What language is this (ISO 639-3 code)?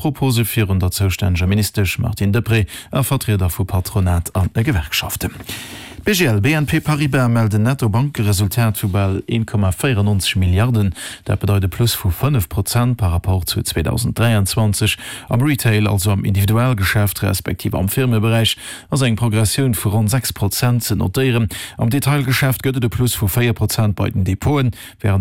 ltz